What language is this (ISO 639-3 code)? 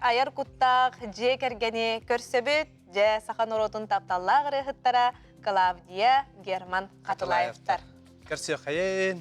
sah